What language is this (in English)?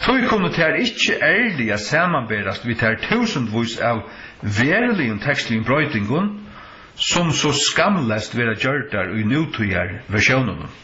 Faroese